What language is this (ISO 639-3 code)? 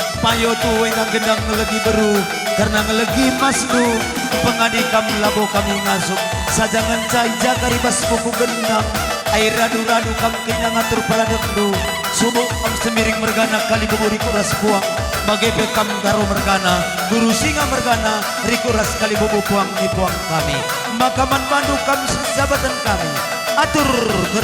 btx